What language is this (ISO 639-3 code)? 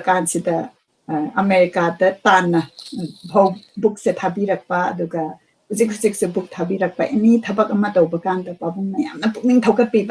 mni